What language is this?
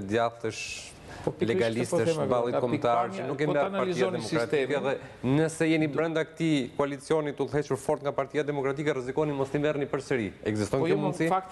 Albanian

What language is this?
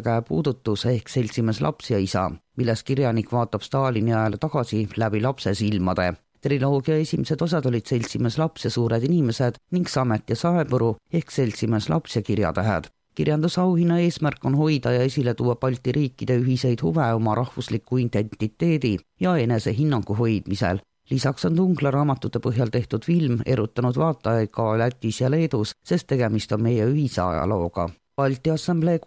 Estonian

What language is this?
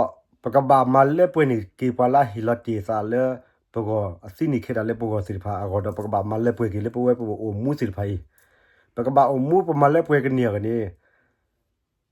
S'gaw Karen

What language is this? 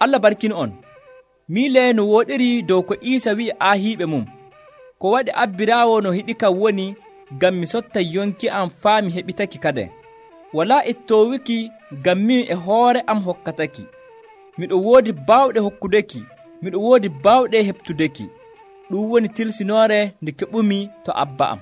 Nigerian Fulfulde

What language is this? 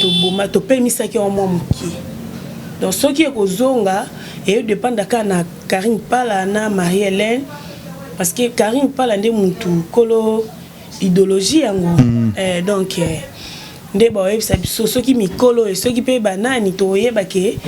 Lingala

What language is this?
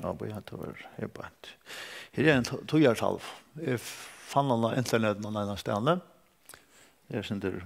Faroese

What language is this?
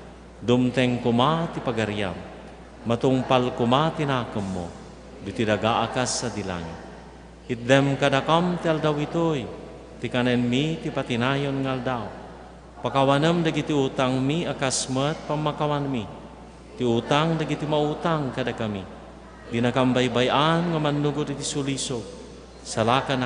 Iloko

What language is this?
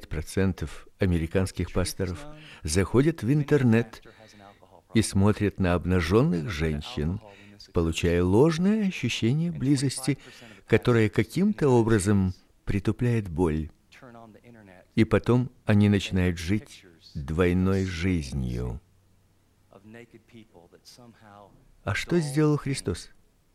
Russian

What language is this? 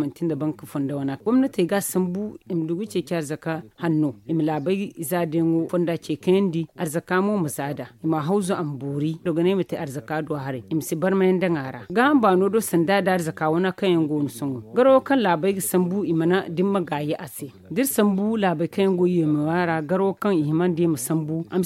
Zarma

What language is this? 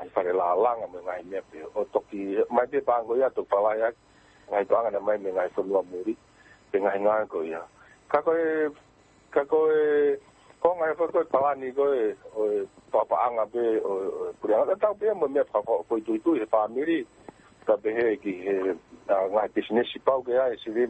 Tongan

